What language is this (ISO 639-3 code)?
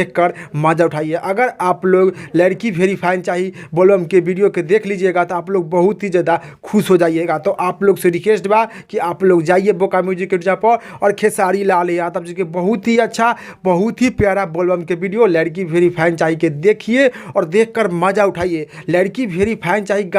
bho